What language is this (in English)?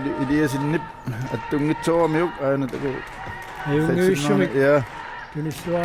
Kalaallisut